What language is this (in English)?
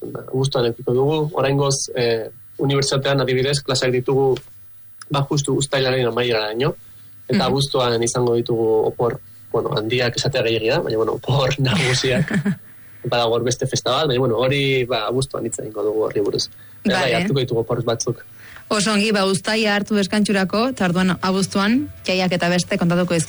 Basque